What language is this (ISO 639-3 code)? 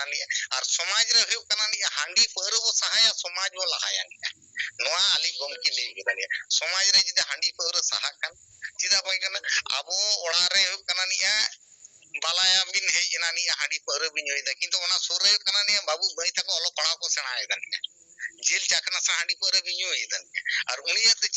sat